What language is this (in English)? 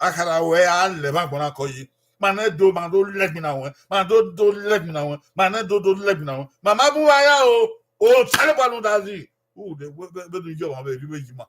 Bini